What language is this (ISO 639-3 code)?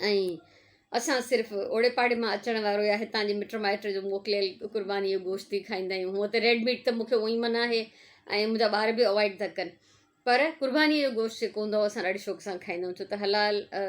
snd